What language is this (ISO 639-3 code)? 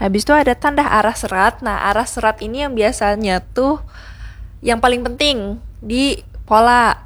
bjn